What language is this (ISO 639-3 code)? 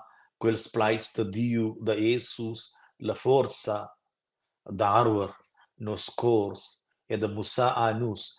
roh